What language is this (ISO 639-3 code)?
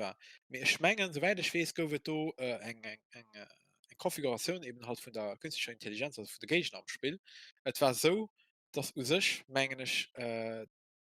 ltz